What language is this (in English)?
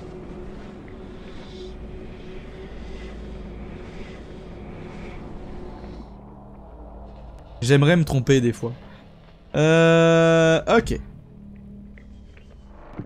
French